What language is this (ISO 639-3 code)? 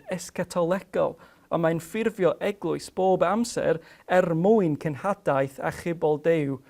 cym